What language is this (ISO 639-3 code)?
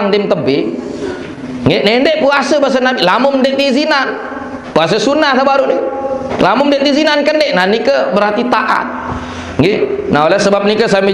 sas